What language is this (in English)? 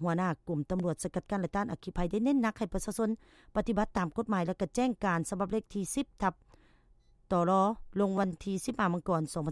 Lao